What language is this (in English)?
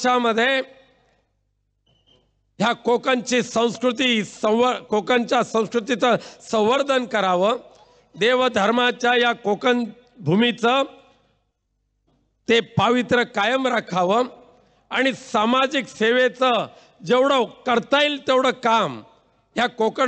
Marathi